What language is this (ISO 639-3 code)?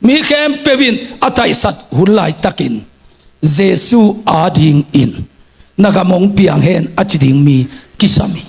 ctd